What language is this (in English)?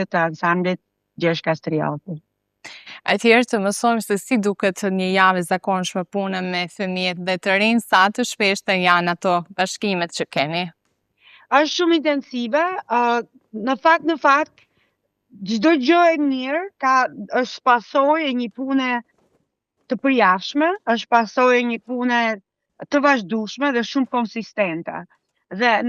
Albanian